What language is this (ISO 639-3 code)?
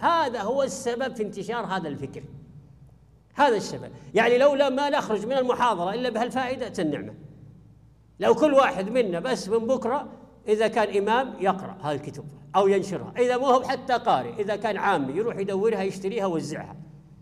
ara